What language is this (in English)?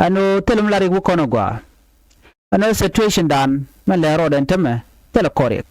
Nuer